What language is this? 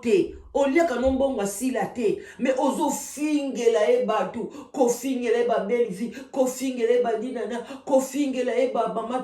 Lingala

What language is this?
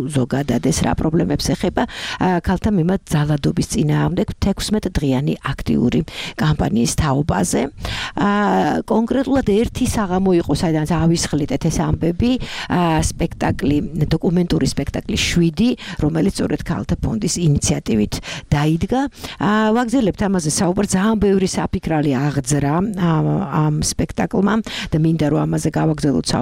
Georgian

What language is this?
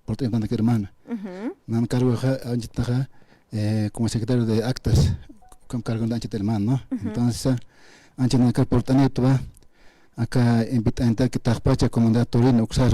Aymara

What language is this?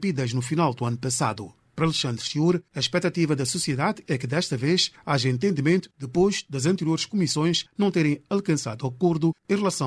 Portuguese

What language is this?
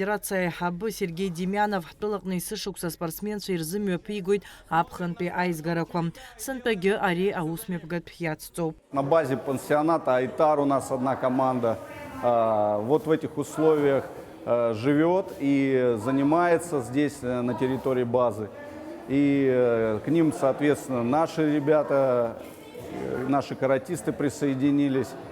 Abkhazian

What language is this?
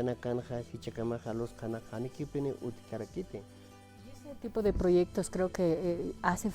Aymara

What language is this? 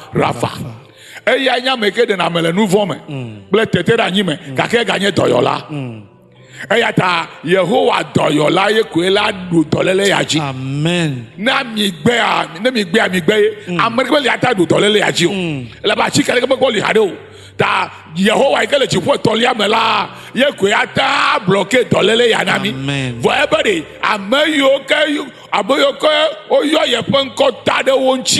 Ewe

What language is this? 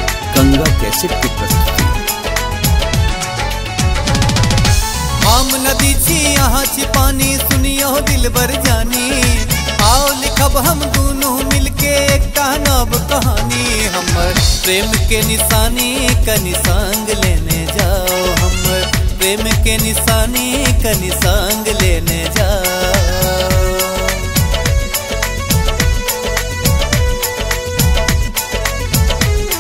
Maithili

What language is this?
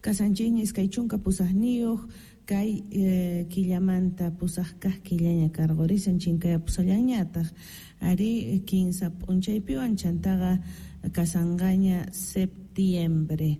South Bolivian Quechua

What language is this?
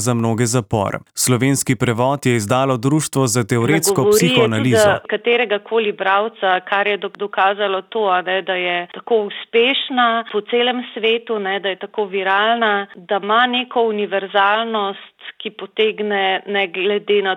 Slovenian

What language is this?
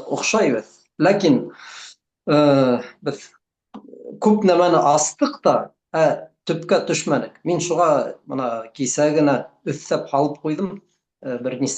Bashkir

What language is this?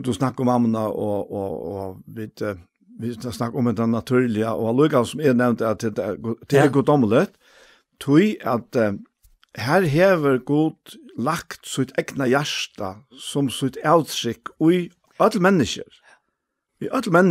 Faroese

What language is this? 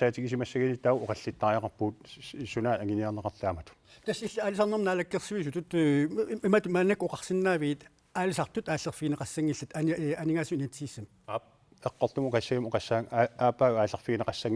Kalaallisut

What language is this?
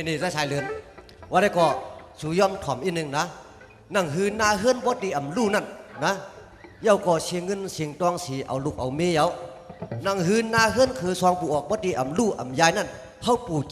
Shan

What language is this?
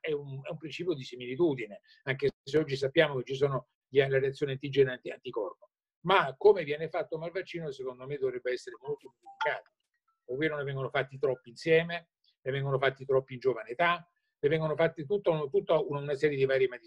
Italian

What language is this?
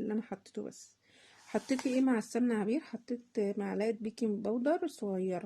Egyptian Arabic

